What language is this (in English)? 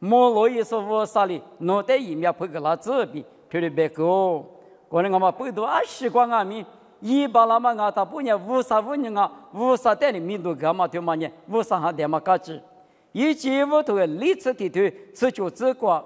Lisu